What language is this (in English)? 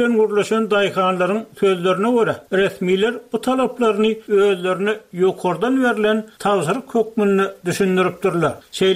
Turkmen